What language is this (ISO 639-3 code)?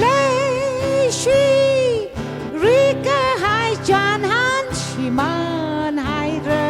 nmf